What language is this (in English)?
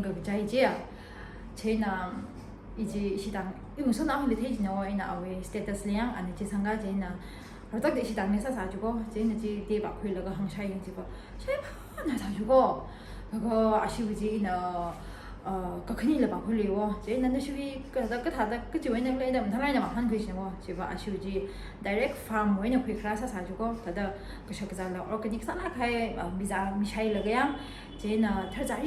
Tangkhul Naga (India)